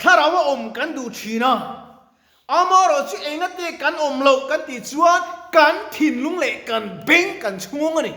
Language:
Mizo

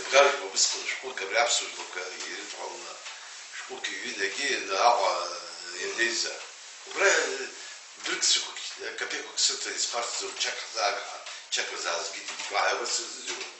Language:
Abkhazian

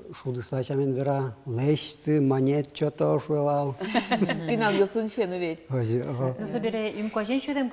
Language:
Udmurt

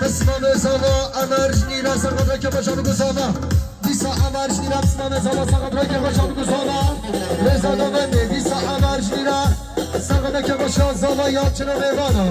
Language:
Kurdish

